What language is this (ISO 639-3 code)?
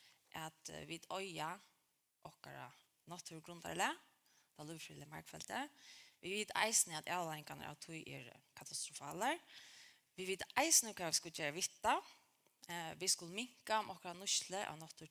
fao